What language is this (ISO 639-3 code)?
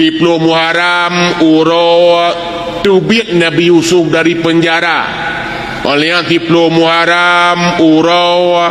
ace